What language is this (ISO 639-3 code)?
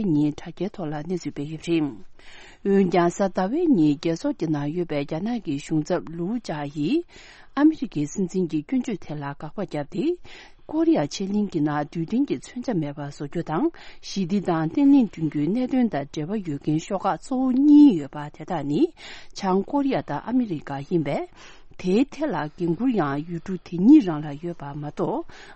bod